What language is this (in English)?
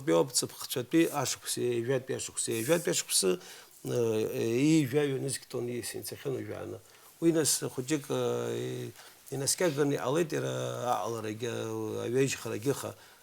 Abkhazian